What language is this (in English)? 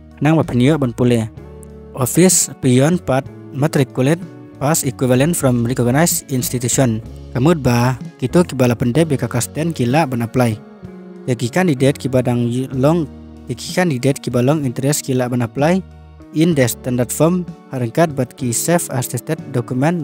Khasi